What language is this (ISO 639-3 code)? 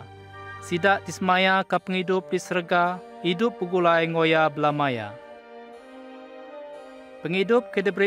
iba